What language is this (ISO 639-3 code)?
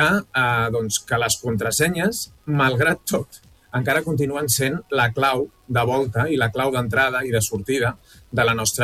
cat